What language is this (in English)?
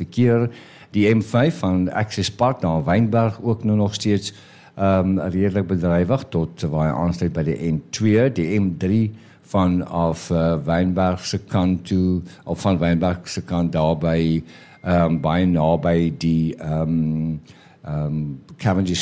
Afrikaans